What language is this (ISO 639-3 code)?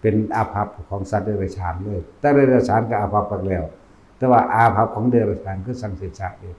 tts